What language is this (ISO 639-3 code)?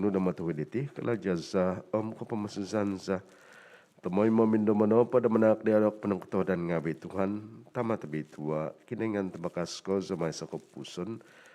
dtp